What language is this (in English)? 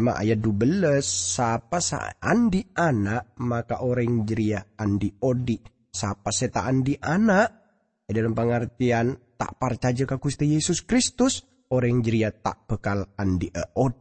Madurese